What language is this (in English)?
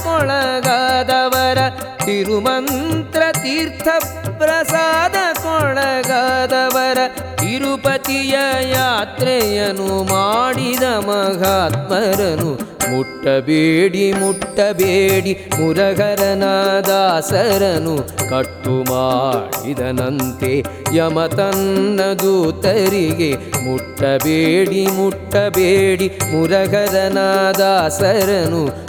Kannada